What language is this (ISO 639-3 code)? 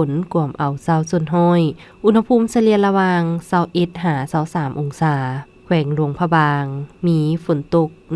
lao